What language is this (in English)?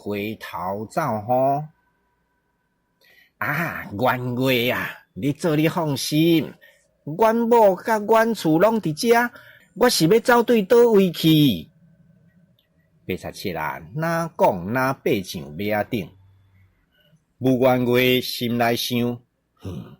Min Nan Chinese